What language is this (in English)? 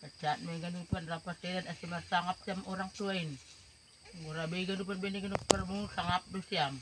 Batak Simalungun